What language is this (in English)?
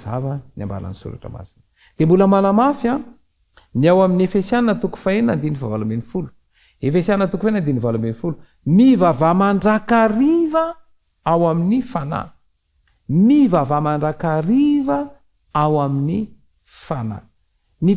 Malagasy